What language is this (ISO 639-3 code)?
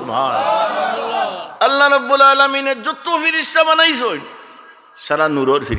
syl